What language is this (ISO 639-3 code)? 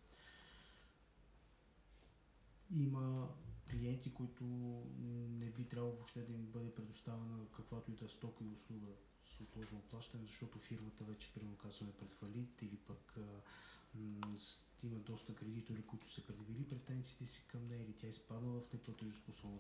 bul